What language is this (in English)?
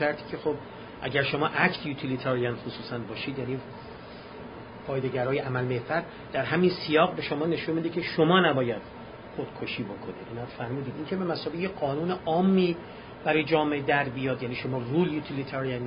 Persian